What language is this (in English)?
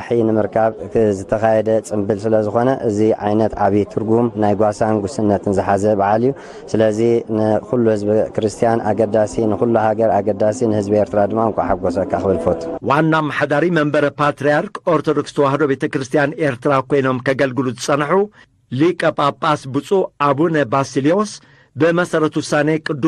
Tigrinya